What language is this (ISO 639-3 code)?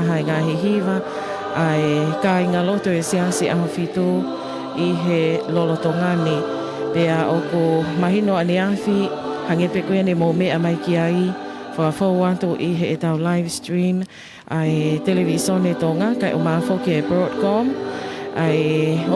ton